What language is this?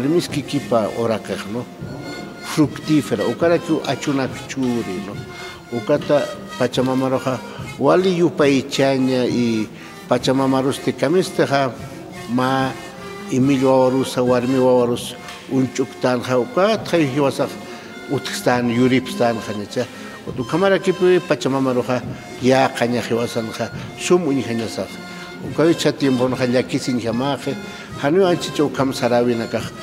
Aymara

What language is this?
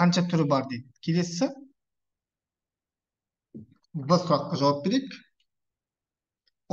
Kazakh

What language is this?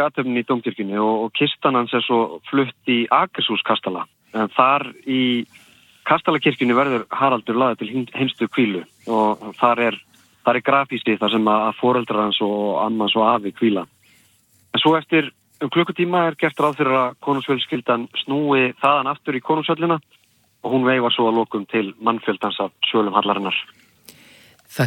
Icelandic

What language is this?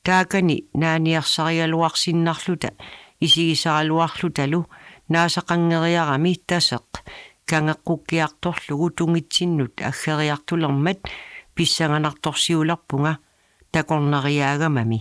Kalaallisut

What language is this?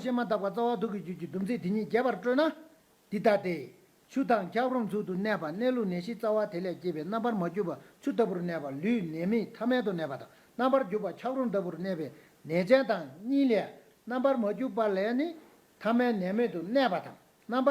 Tibetan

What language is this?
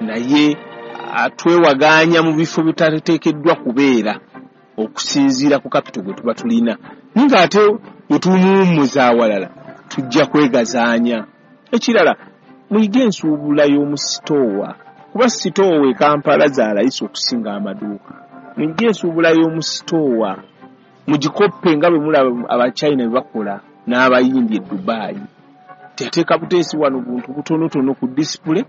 Ganda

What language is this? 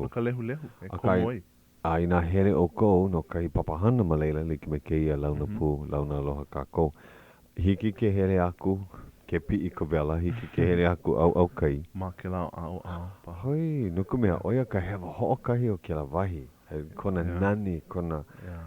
Hawaiian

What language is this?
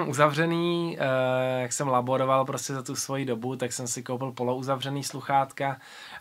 Czech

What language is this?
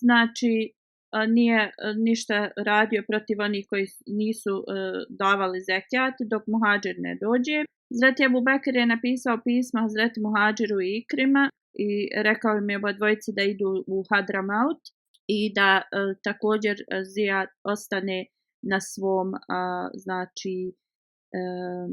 Bosnian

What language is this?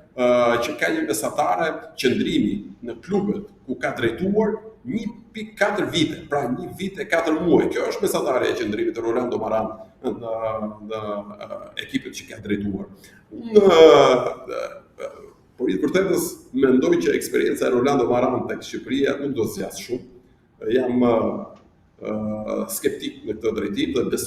Albanian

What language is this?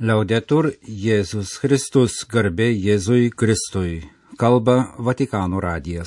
Lithuanian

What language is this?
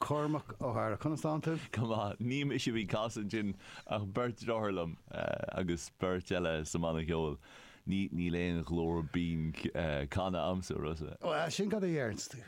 Irish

